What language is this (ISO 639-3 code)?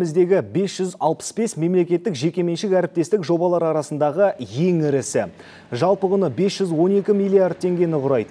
kaz